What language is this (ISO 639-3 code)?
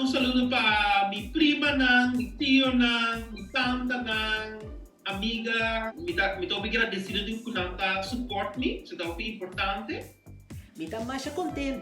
pap